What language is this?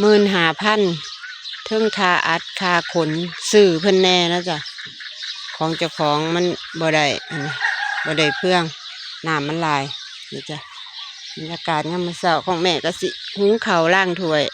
Northeastern Thai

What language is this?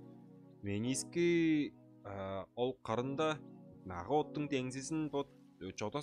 Tuvinian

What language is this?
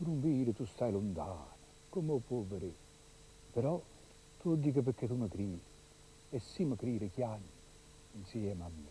Neapolitan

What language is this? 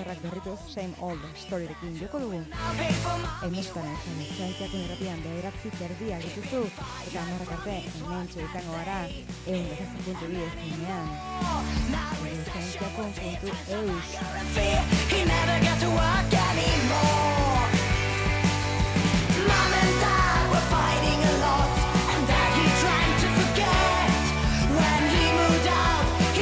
Basque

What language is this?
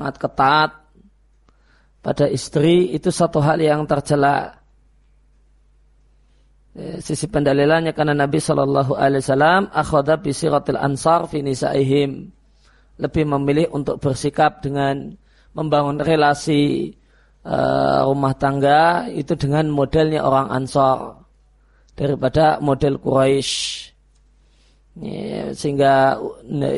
Indonesian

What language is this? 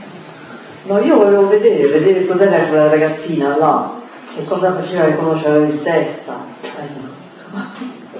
Italian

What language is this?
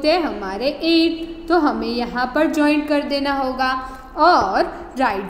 Hindi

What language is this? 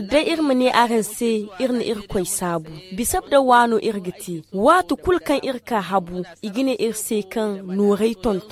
Zarma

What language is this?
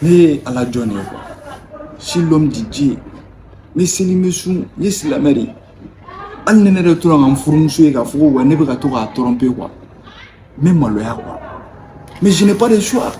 Bambara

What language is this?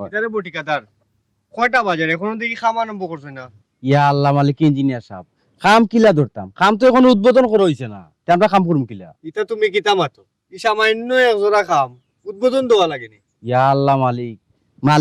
Sylheti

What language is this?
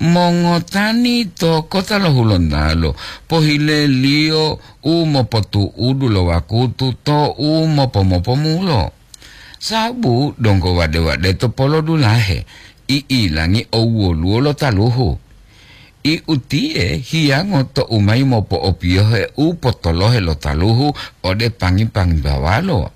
Gorontalo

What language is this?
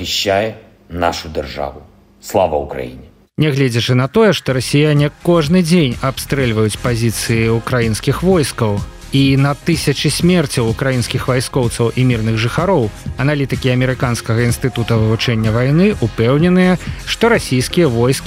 Belarusian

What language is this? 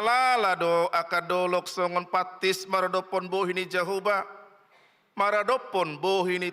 Batak Toba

